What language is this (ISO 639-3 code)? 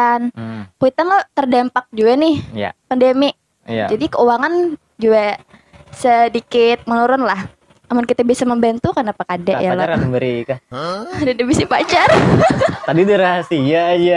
bjn